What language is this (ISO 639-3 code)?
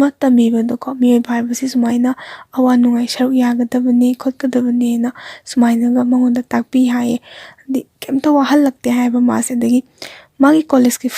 mni